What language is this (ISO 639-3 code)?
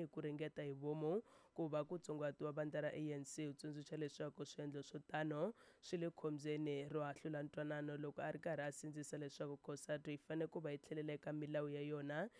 tso